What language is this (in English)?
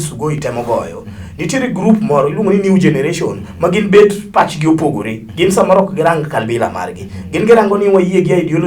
Luo (Kenya and Tanzania)